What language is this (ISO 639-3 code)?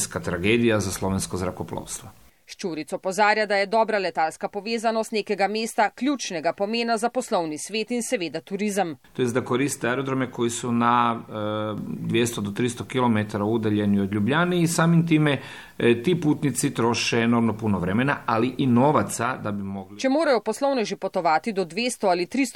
slv